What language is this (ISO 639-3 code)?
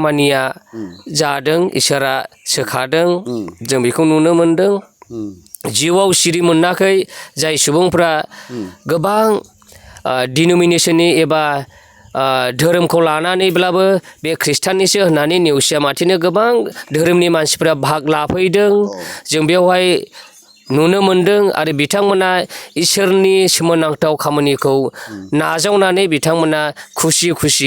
brx